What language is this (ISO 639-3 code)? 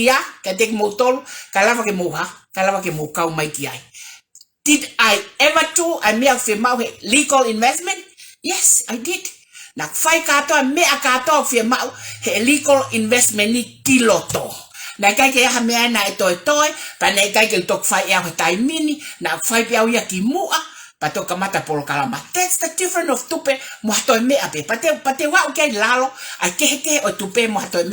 ton